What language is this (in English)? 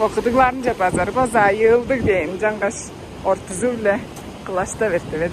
Tuvinian